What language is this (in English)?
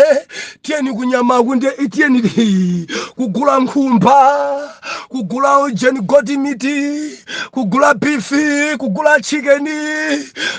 Nyanja